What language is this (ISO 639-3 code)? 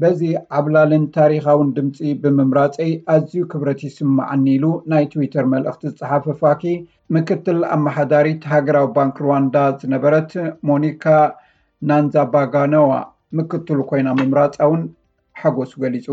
tir